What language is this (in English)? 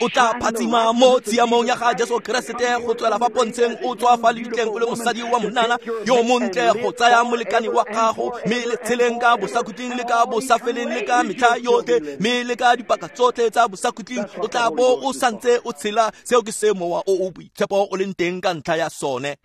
Tswana